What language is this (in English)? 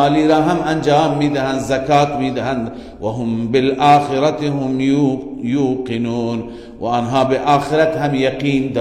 Persian